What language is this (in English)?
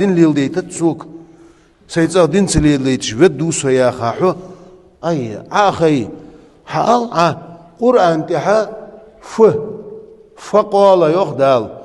Ingush